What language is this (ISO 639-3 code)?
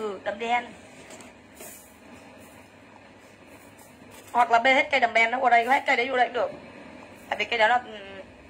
vie